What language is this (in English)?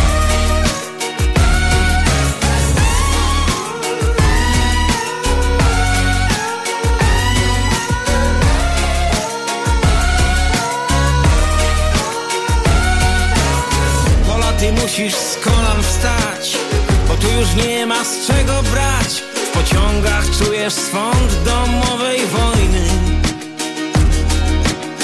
Polish